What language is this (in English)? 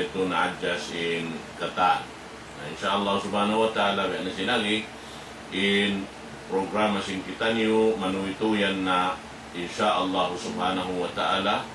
Tausug